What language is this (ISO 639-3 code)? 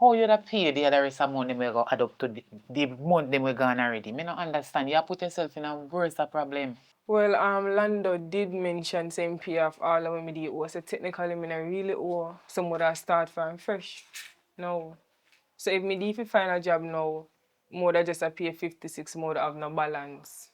jam